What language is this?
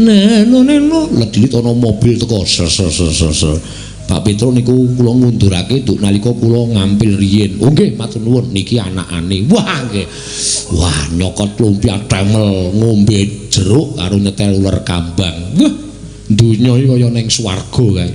Javanese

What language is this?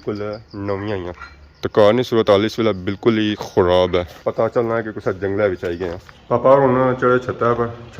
Pahari-Potwari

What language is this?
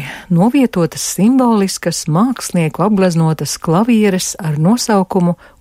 Latvian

